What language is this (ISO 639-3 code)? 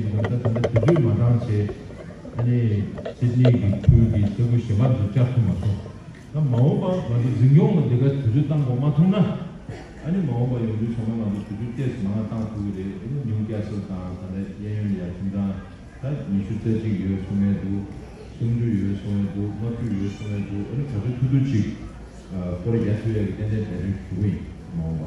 bod